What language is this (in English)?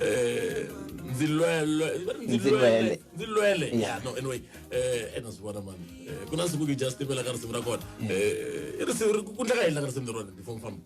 Tsonga